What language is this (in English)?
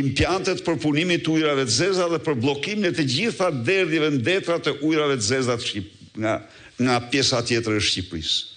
Albanian